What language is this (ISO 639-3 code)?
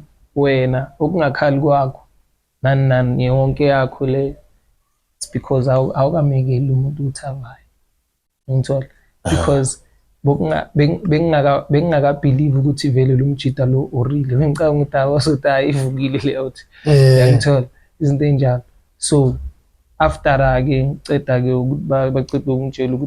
zul